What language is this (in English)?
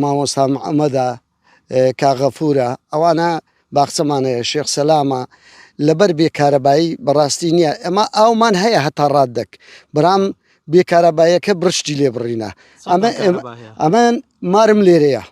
Central Kurdish